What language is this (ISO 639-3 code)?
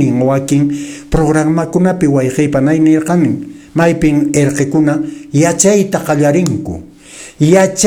que